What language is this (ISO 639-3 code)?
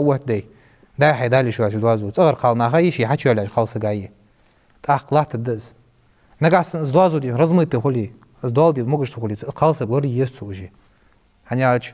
inh